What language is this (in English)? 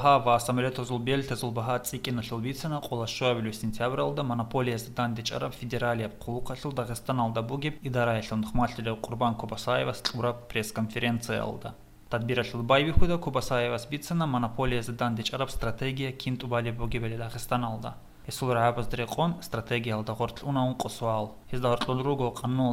Avaric